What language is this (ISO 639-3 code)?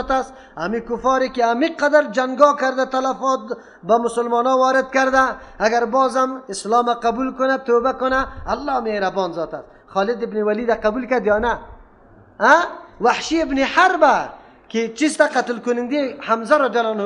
fas